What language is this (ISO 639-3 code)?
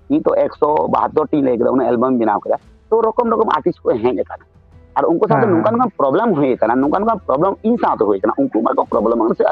sat